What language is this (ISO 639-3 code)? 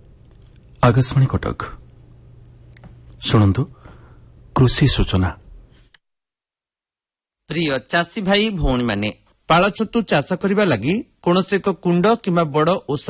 ori